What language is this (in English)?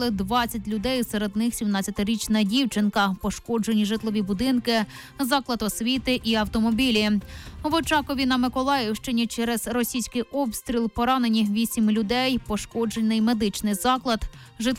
Ukrainian